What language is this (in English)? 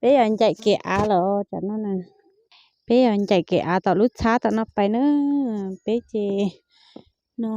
Hmong